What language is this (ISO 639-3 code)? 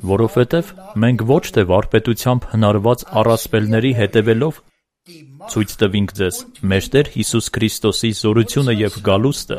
hye